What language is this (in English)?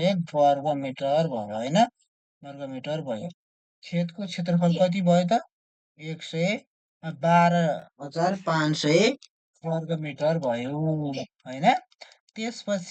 Nepali